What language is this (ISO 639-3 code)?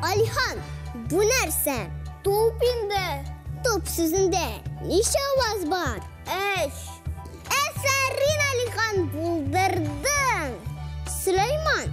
tat